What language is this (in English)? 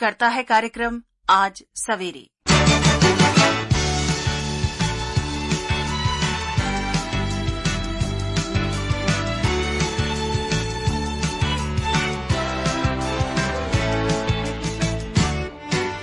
Hindi